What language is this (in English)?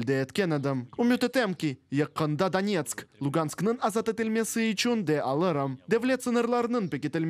Crimean Tatar